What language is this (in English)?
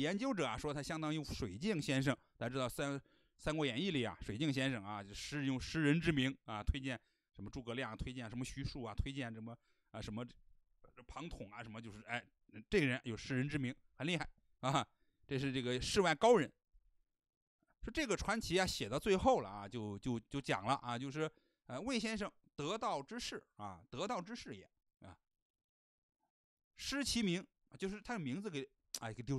Chinese